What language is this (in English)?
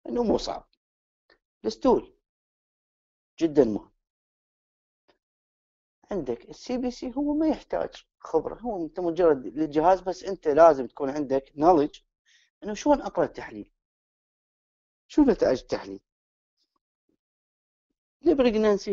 Mesopotamian Arabic